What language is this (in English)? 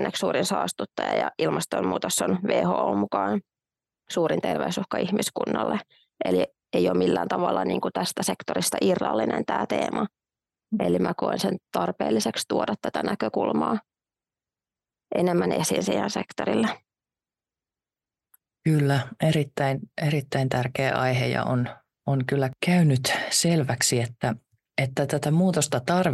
Finnish